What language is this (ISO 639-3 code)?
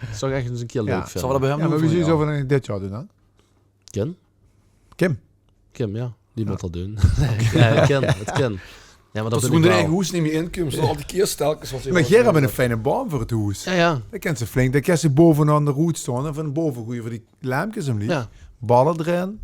lim